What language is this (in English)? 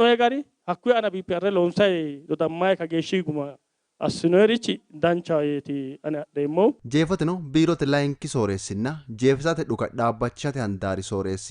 Sidamo